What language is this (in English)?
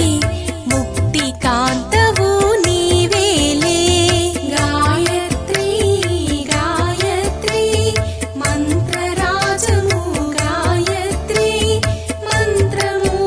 Telugu